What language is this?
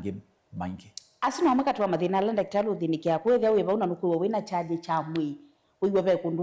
Kamba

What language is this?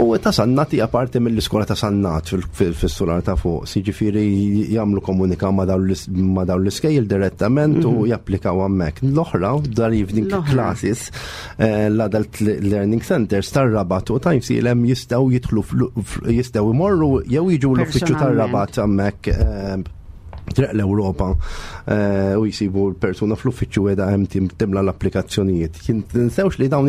Maltese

